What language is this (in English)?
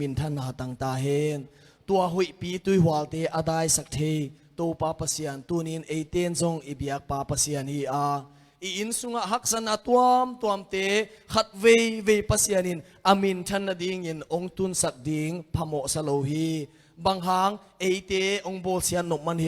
Tedim Chin